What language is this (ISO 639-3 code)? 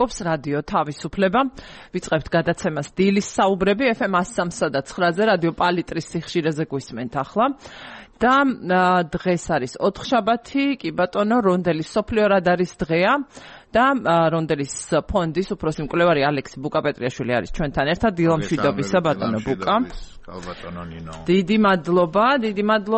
kat